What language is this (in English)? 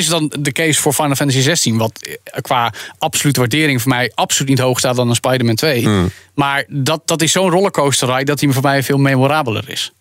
Dutch